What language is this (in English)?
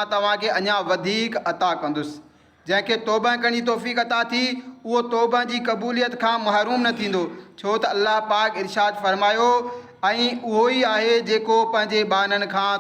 Sindhi